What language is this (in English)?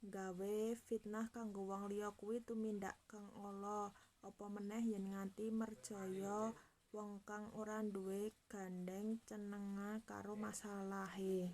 Javanese